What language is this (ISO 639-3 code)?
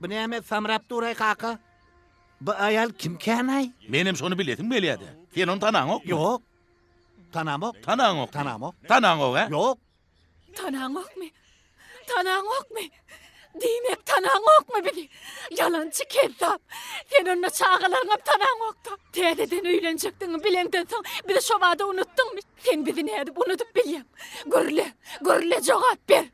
tuk